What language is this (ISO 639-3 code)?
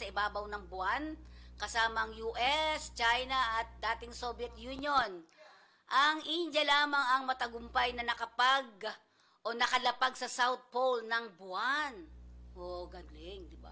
fil